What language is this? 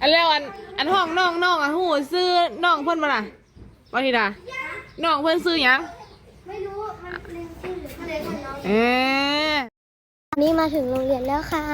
Northeastern Thai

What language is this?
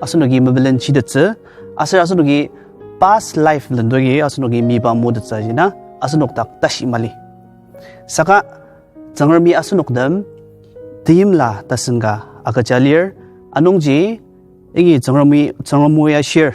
Ao Naga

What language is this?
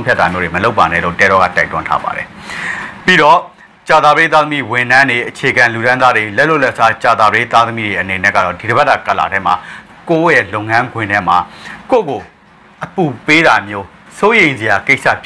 Burmese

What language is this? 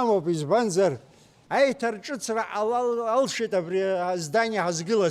Abkhazian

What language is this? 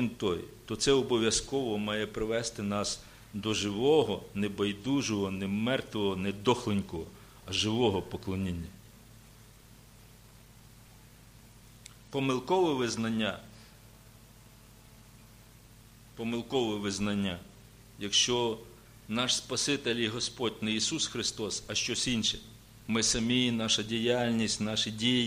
Ukrainian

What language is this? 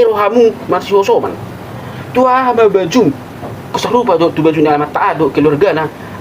Batak Toba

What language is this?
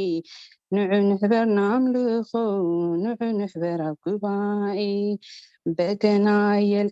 Tigrinya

